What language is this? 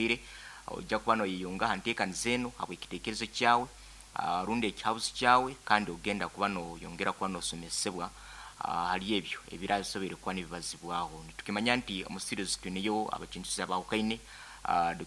Nyankole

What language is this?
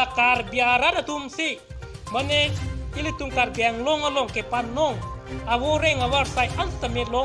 Karbi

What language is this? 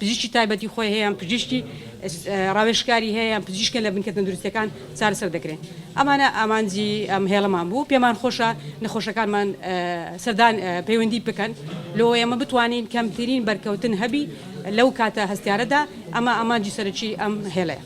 Central Kurdish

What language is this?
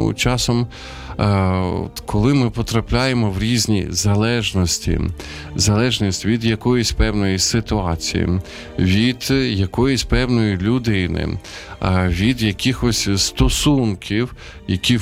Ukrainian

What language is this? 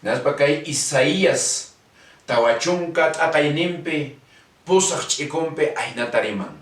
Quechua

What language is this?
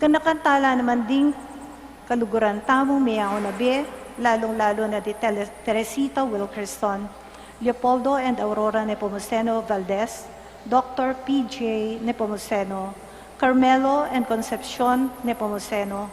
Pampanga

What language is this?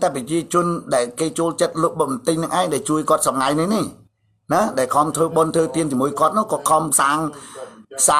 Khmer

